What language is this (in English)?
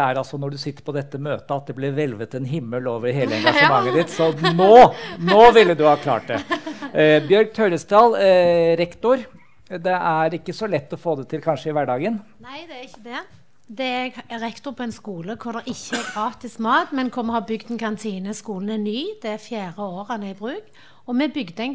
Norwegian